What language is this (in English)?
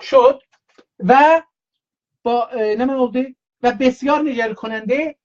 South Azerbaijani